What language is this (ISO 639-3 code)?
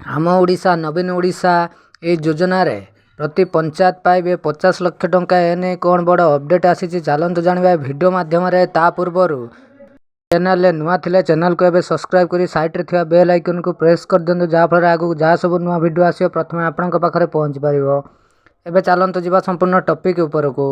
ori